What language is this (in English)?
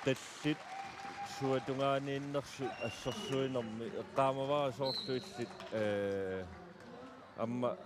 Kalaallisut